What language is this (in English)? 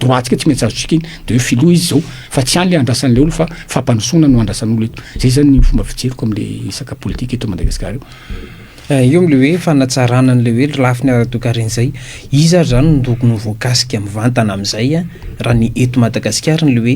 Malagasy